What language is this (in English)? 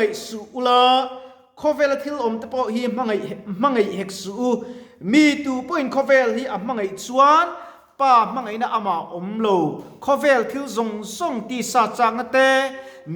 Mizo